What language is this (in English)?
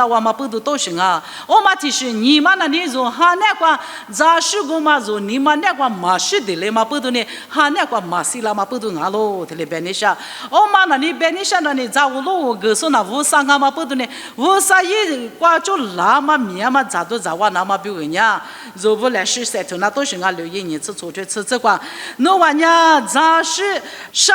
Lisu